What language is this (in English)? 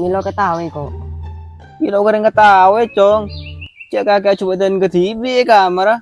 Madurese